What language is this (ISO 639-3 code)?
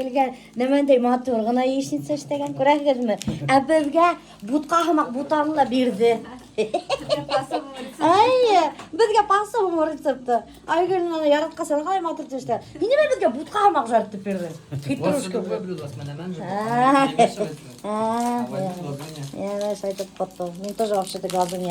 bak